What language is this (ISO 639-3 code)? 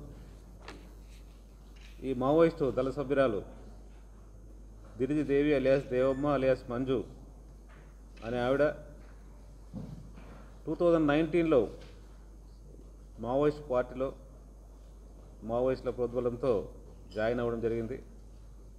tel